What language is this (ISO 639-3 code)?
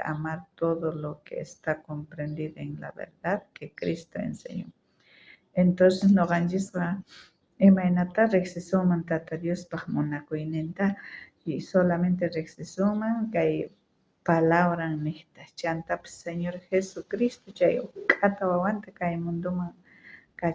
quh